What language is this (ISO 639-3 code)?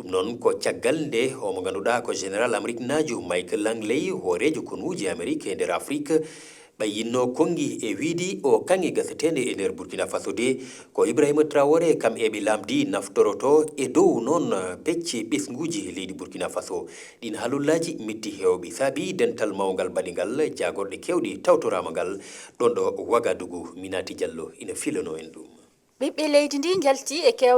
ful